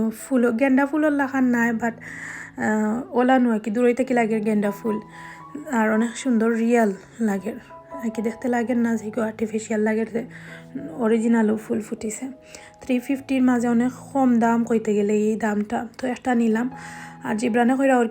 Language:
Sylheti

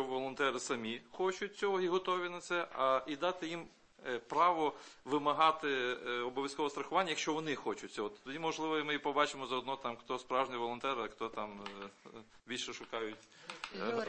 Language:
Ukrainian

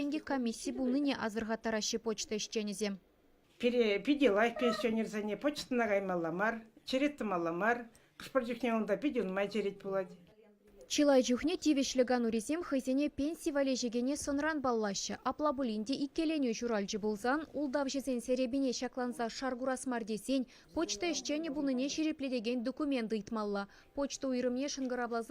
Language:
Chuvash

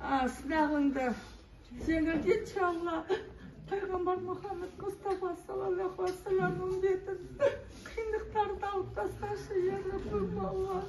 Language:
Kazakh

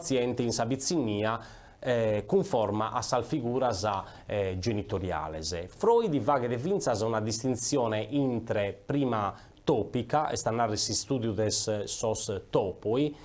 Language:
Sardinian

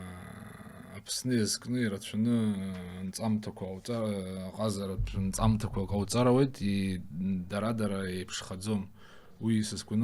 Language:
Abkhazian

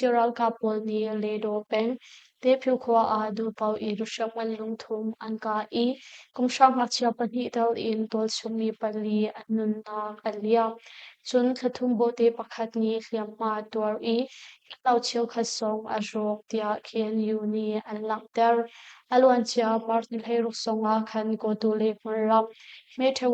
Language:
Hakha Chin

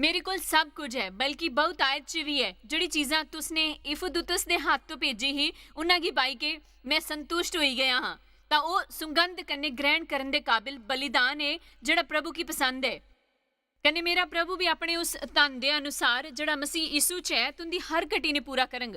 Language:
Dogri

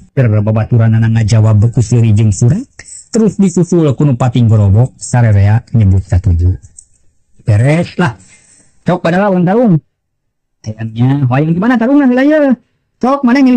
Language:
Sundanese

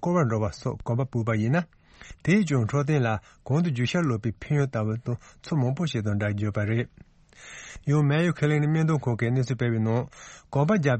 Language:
Tibetan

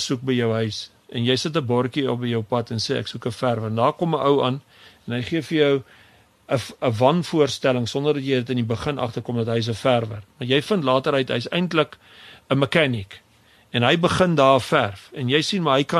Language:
Afrikaans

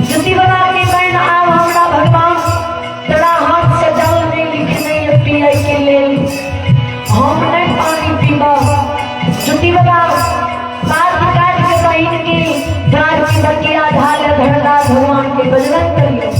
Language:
Maithili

